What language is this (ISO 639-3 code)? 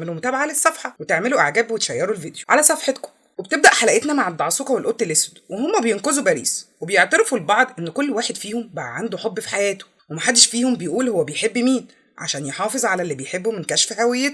arz